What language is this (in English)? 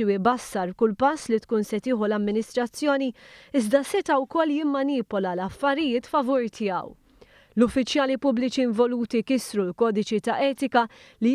Maltese